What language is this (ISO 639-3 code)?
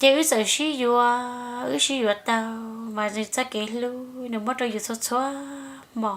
hmn